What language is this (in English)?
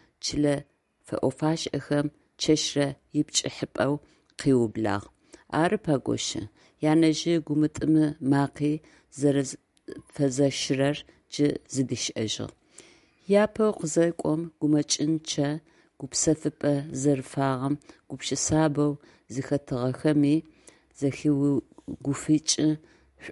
Adyghe